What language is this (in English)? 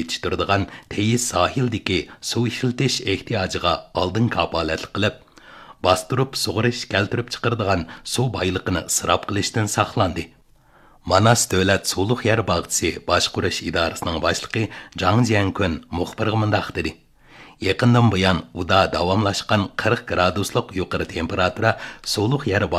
Uyghur